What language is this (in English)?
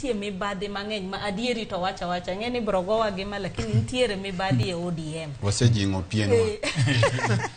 Luo (Kenya and Tanzania)